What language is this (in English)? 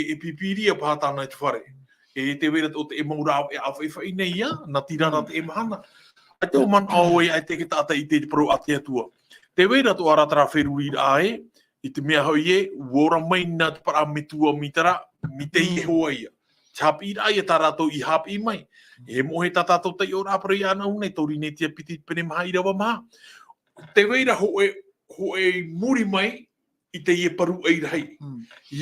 Tahitian